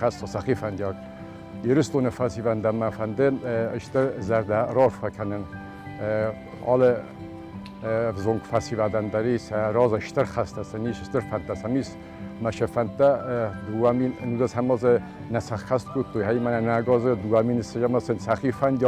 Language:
Ossetic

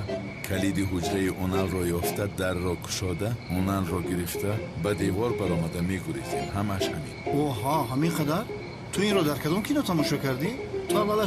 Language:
Tajik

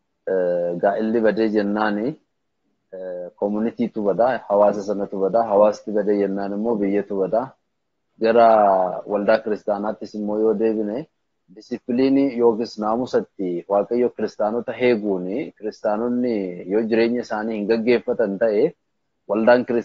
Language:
Oromo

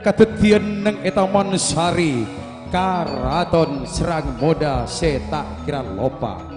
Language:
Madurese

